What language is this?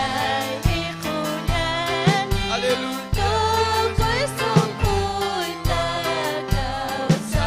Ayacucho Quechua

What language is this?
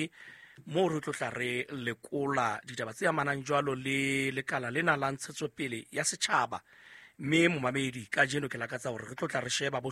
Southern Sotho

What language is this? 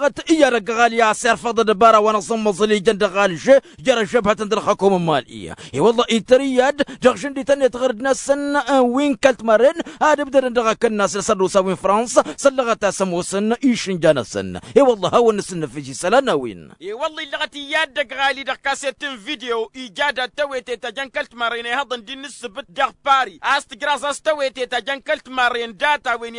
Tamasheq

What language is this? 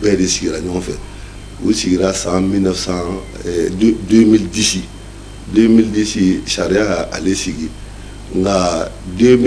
Bambara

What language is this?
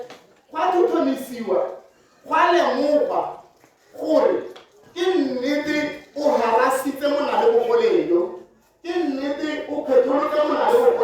Tswana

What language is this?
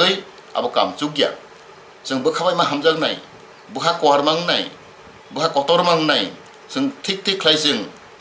Kok Borok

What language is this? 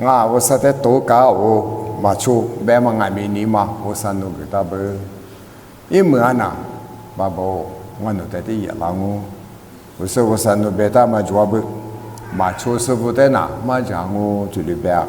Lisu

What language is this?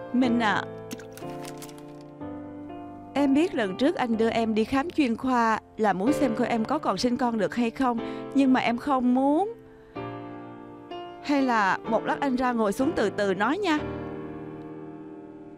Vietnamese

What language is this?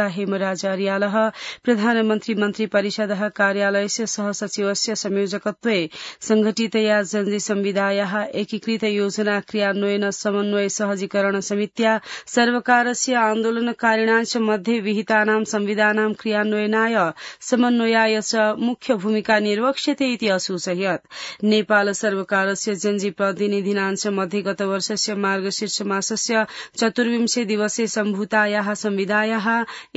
Sanskrit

